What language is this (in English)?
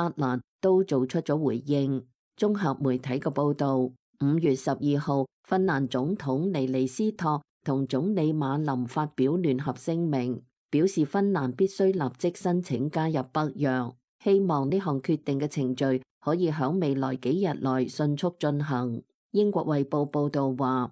Cantonese